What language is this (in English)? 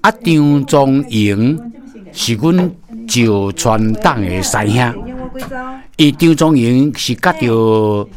Min Nan Chinese